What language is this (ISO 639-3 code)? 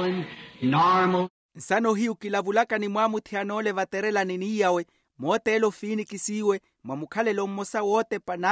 vmw